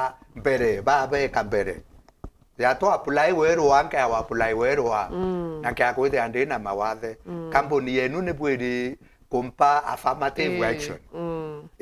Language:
Meru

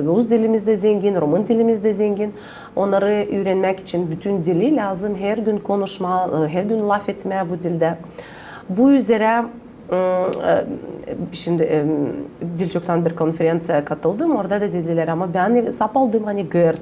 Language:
Gagauz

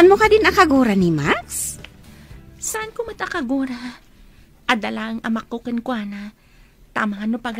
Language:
Iloko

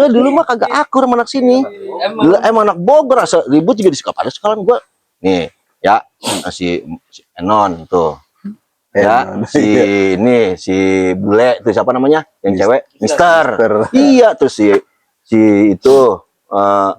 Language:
Betawi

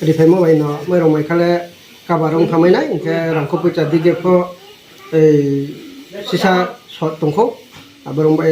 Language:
Riang (India)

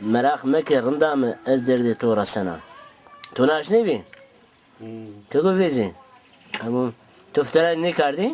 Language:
Zaza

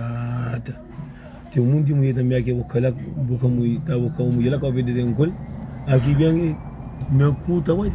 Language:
Kabuverdianu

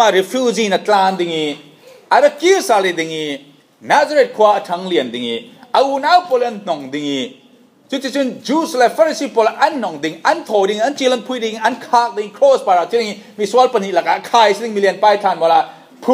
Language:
Falam Chin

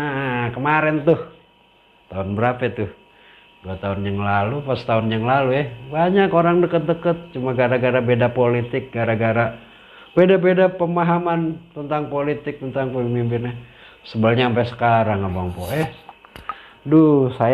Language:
Betawi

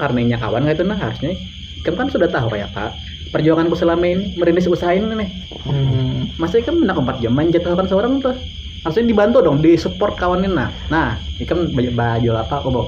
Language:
Banjar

